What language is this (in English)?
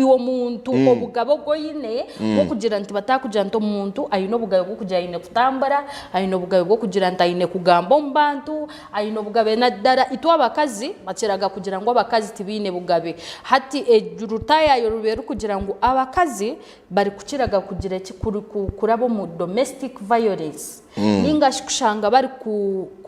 Nyankole